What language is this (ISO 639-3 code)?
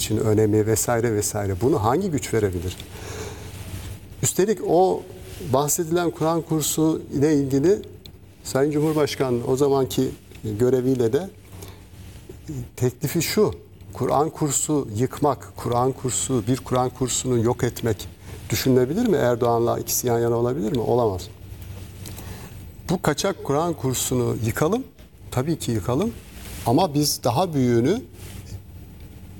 tur